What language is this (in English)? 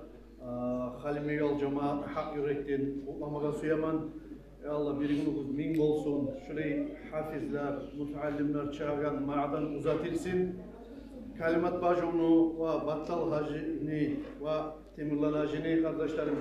Kumyk